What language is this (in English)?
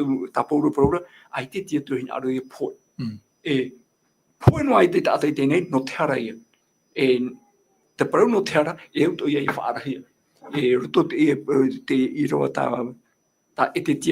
Tahitian